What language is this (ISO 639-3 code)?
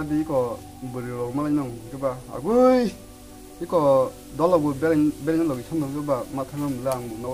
trp